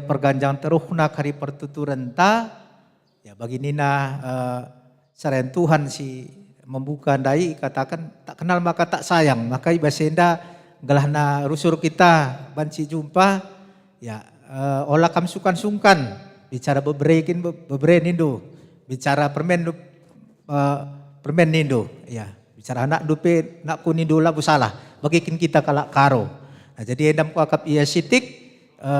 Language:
Batak Karo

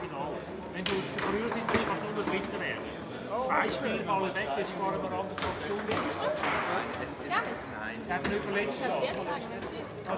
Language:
German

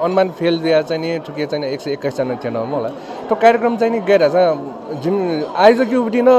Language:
Newari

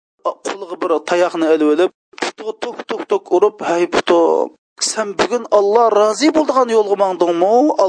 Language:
Uyghur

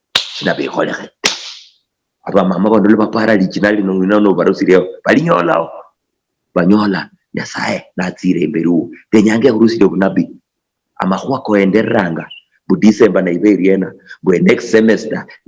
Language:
Luyia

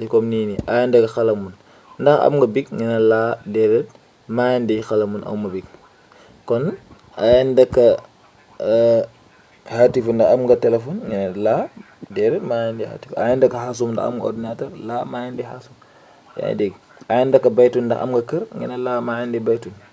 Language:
Wolof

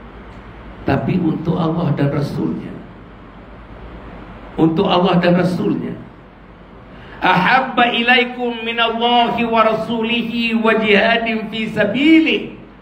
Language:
Malay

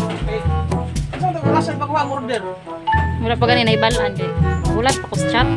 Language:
Cebuano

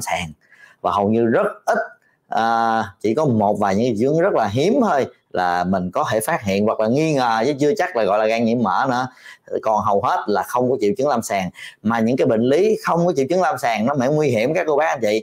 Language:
Vietnamese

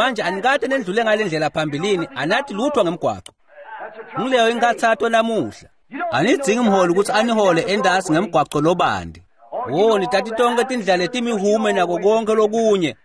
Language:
Swati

